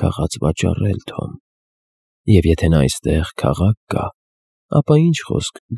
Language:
Armenian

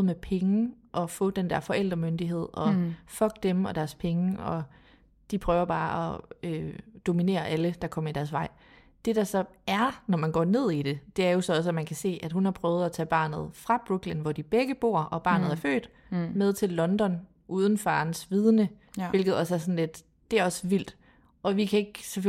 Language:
Danish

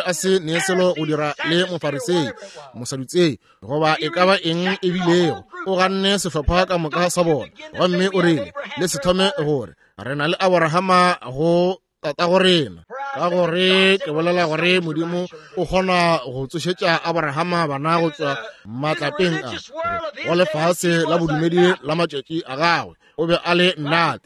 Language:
Northern Sotho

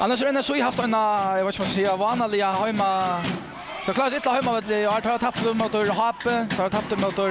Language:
Faroese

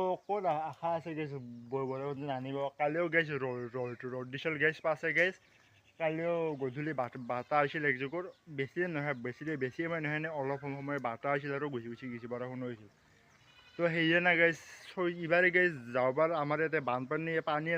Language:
Assamese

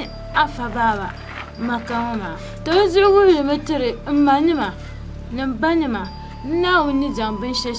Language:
Dagbani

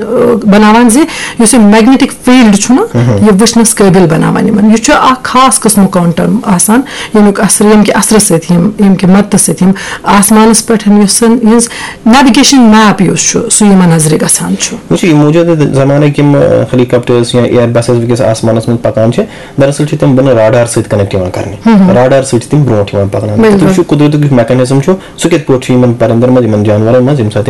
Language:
Kashmiri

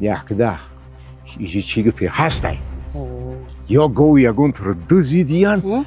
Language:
Tajik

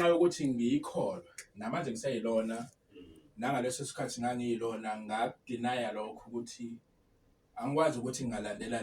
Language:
Zulu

